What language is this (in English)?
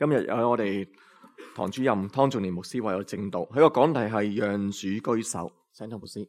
Cantonese